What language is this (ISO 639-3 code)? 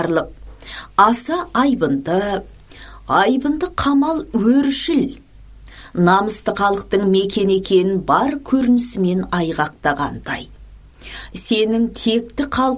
kaz